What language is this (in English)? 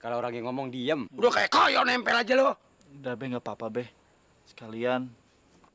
Betawi